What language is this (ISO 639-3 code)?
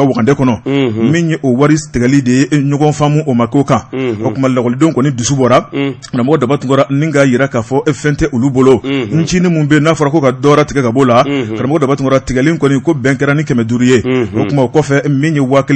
bam